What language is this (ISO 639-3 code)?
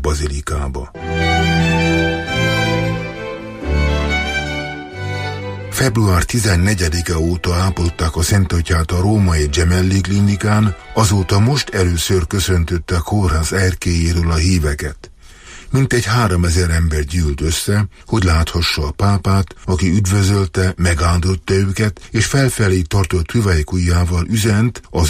hun